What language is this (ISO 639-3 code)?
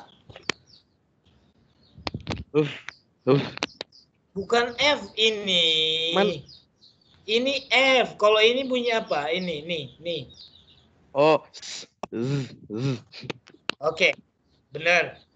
ind